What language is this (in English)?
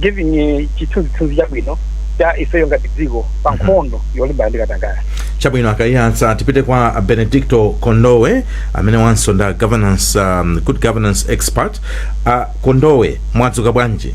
Nyanja